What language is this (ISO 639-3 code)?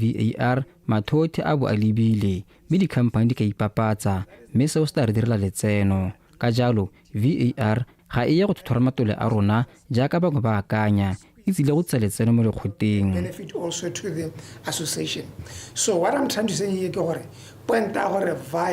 tsn